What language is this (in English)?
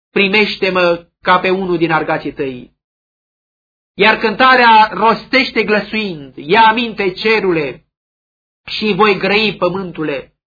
Romanian